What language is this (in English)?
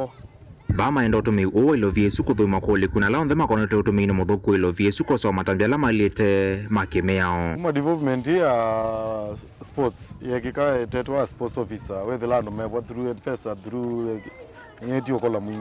Kamba